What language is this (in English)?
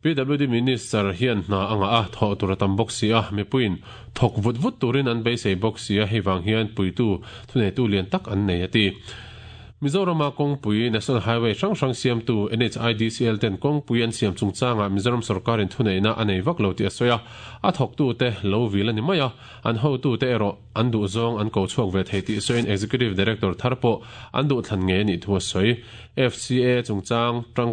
Mizo